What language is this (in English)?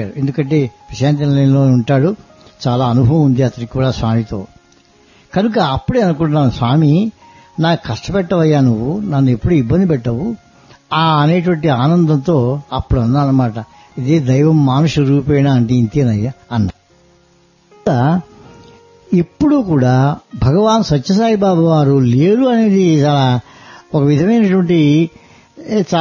Telugu